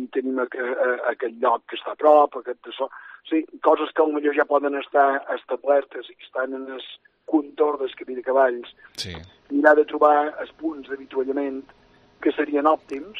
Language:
Catalan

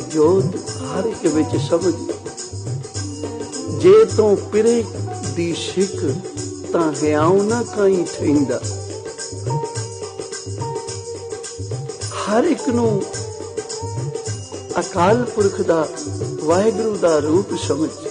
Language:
Punjabi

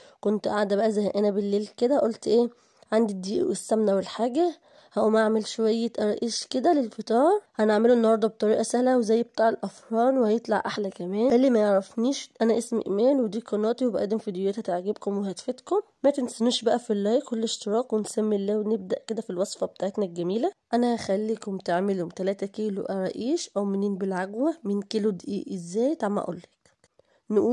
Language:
Egyptian Arabic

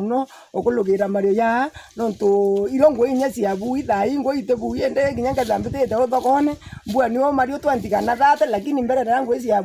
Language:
Meru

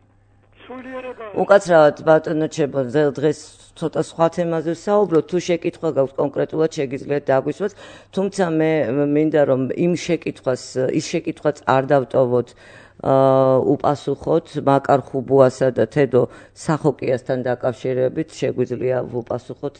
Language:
Georgian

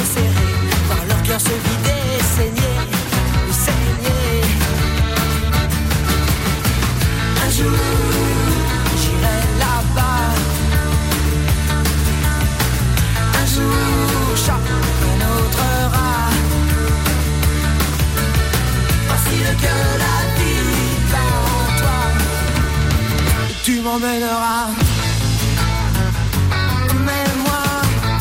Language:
French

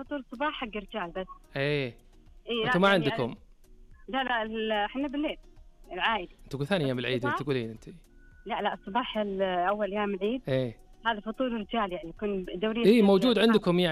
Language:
Najdi Arabic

